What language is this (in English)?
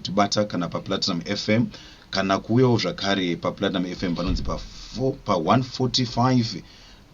Shona